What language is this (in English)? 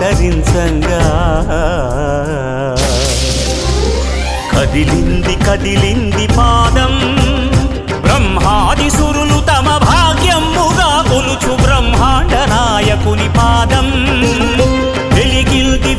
Telugu